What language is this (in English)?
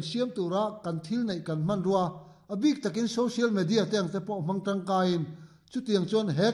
Mizo